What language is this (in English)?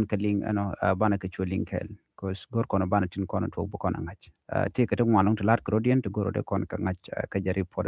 Nuer